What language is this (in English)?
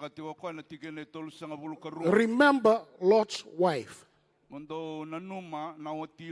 Fijian